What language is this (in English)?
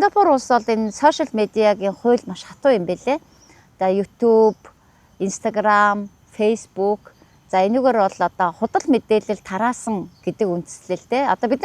Mongolian